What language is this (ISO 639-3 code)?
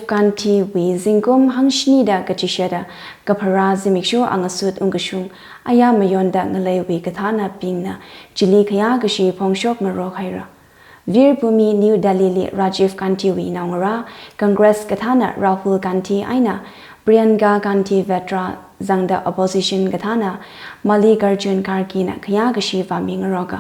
nmf